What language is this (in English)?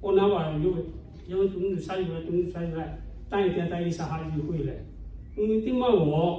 Lahu